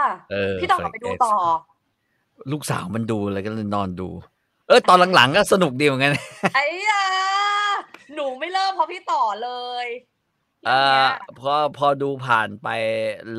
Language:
Thai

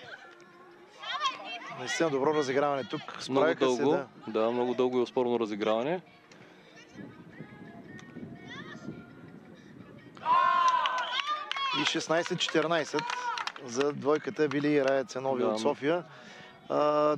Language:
Bulgarian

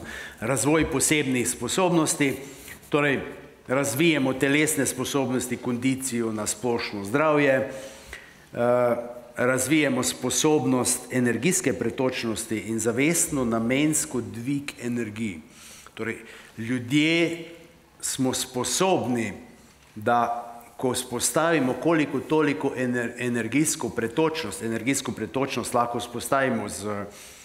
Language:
Slovenian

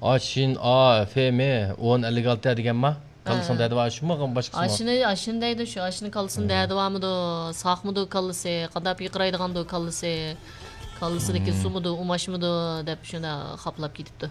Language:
Uyghur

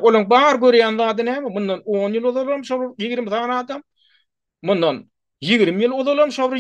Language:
Turkmen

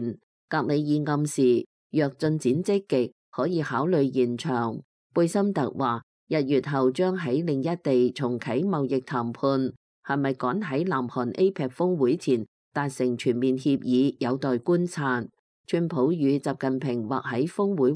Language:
Cantonese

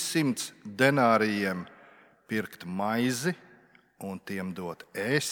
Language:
Latvian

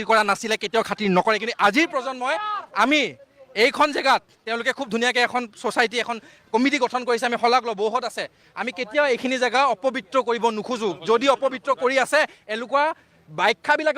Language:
Assamese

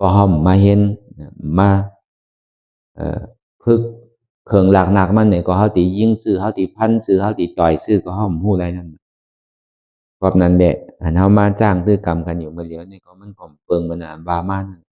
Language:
Shan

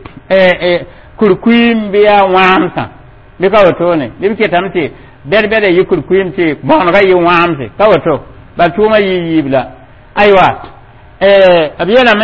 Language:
Mossi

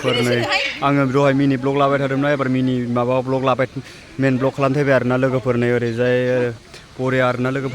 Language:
Bodo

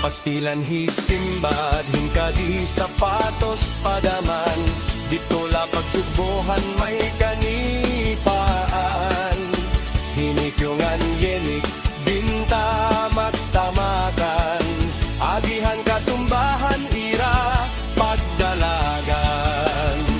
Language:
Waray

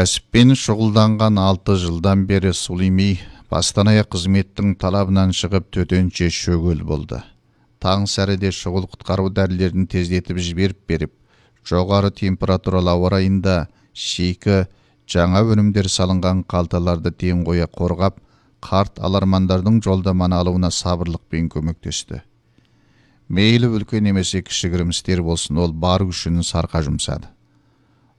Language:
Kazakh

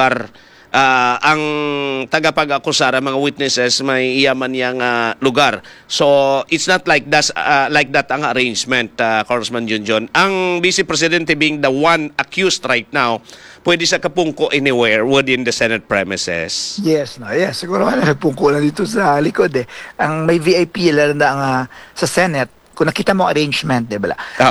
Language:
Hiligaynon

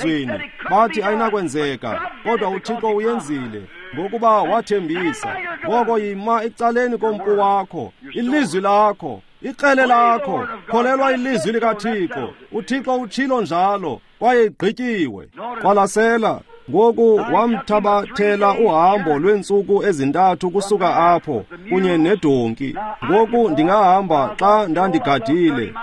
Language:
Xhosa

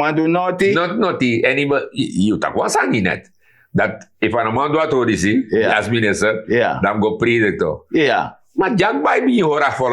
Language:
Sranan Tongo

